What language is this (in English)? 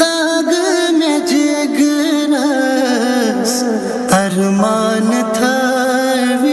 Kashmiri